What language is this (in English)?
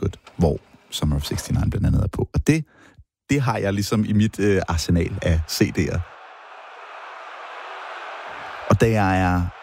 Danish